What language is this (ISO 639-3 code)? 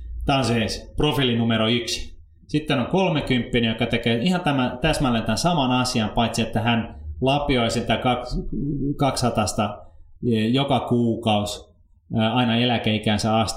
fin